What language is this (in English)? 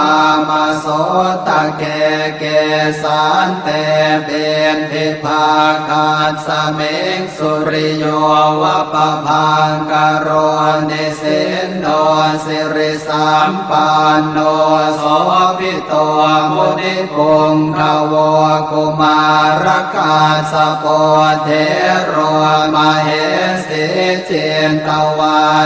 Pali